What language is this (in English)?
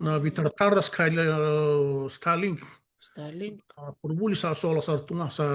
Fijian